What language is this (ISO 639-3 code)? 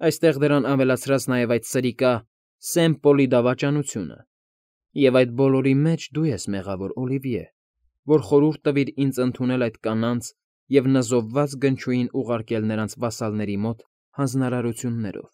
hye